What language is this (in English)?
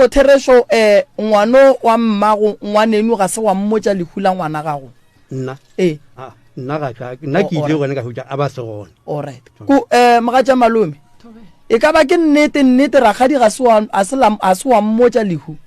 Northern Sotho